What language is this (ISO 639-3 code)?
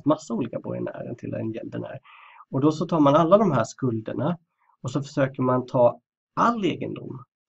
swe